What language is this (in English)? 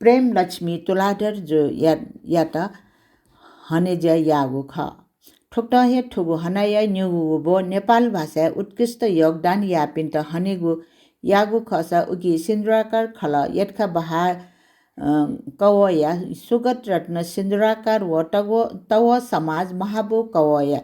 Newari